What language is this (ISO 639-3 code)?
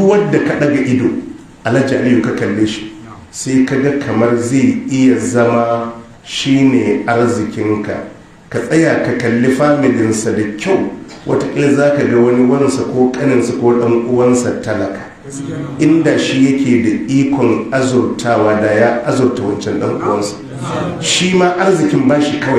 hau